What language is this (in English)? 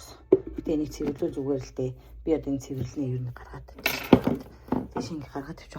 Mongolian